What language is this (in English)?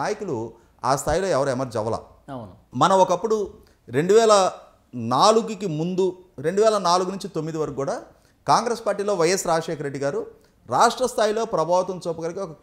Telugu